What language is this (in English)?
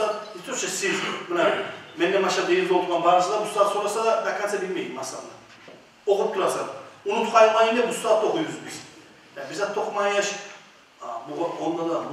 Kumyk